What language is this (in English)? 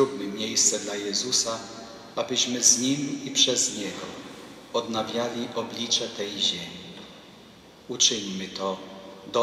Polish